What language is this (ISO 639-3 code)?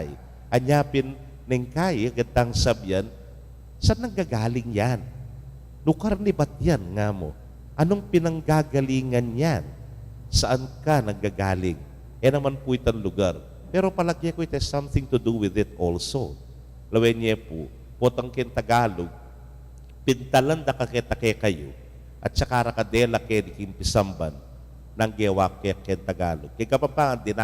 pam